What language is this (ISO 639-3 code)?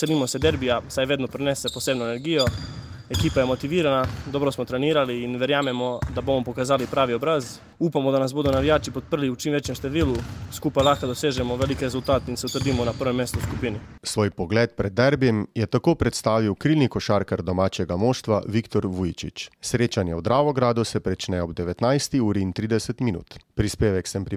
slv